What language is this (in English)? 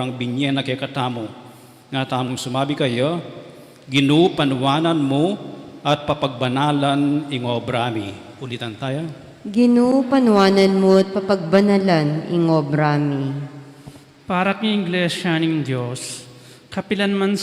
Pampanga